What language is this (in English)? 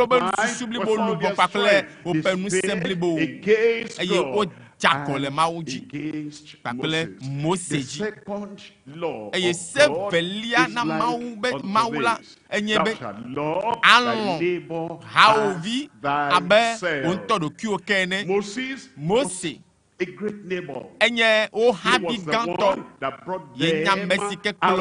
Ewe